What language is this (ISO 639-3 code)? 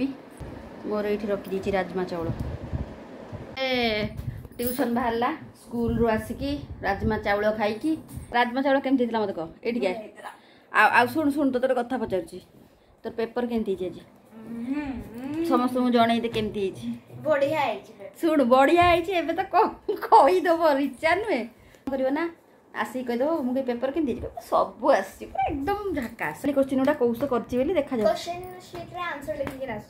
spv